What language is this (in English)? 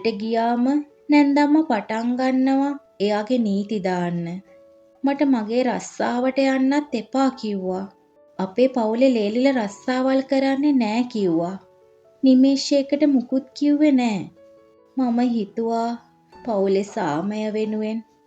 Sinhala